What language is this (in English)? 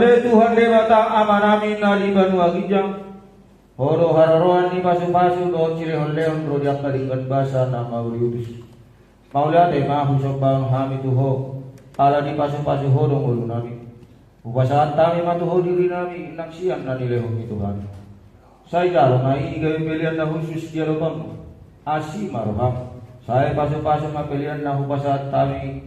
Batak Toba